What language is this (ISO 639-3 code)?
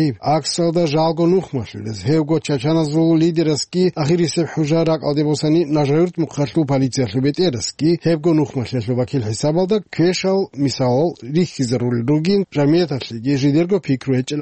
ava